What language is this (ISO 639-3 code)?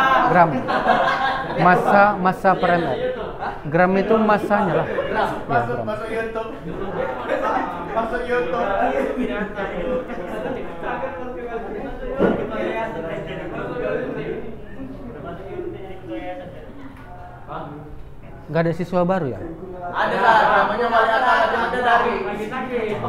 ind